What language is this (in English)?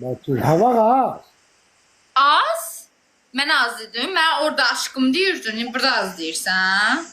Azerbaijani